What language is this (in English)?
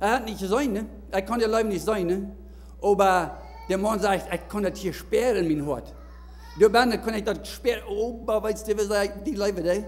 Plautdietsch